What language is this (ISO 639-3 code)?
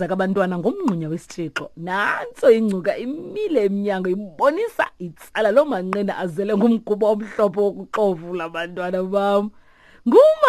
xho